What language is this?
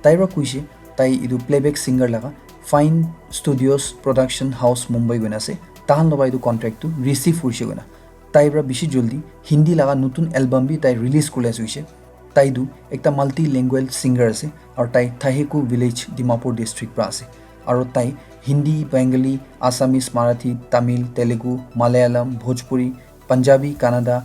Naga Pidgin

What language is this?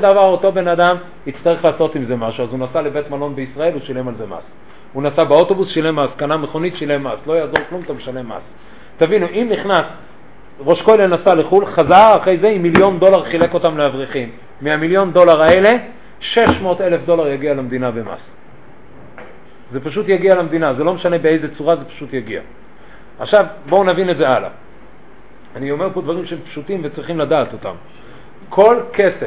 Hebrew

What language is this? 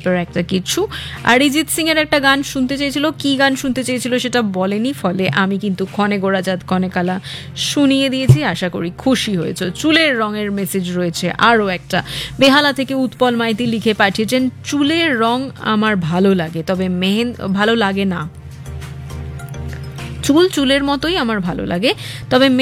Bangla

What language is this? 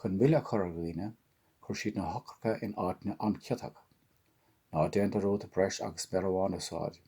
Irish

